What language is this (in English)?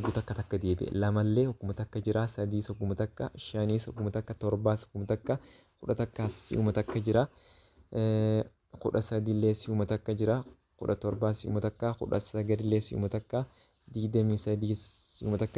Oromo